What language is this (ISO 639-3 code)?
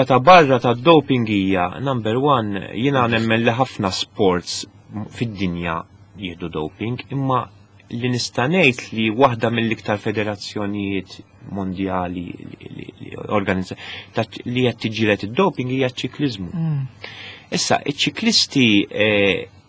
mlt